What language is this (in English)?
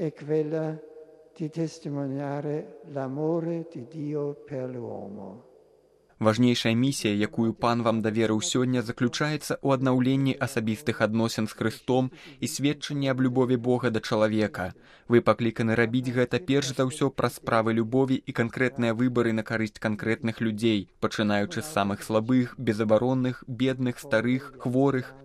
Belarusian